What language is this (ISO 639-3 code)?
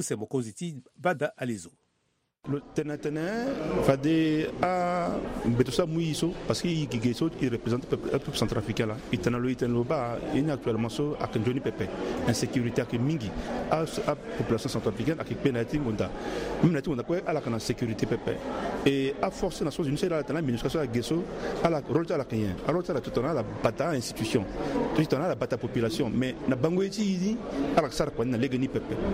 sag